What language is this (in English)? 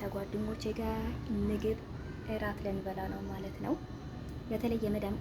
Amharic